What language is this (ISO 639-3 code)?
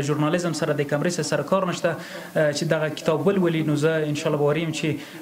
pus